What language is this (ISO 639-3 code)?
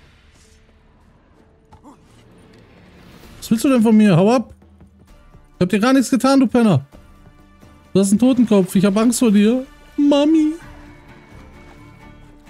deu